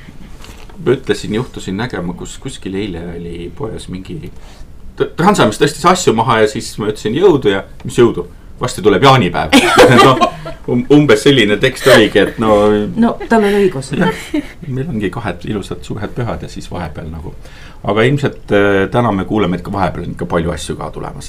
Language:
Estonian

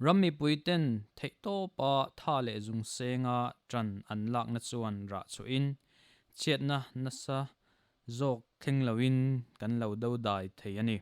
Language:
Mizo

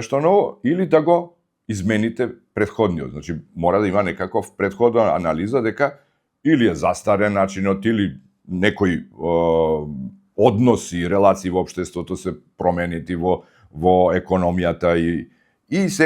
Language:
Macedonian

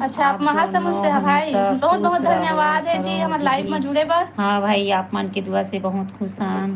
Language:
Chhattisgarhi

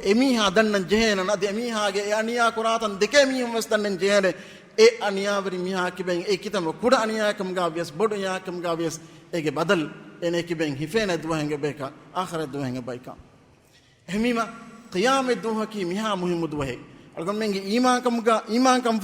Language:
Divehi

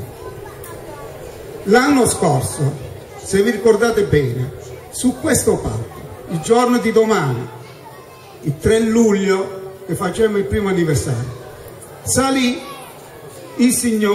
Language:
Italian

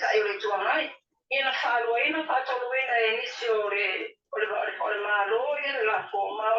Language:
Samoan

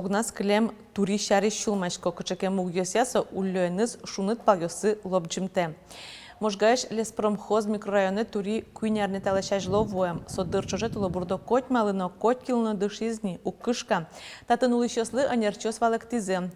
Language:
Udmurt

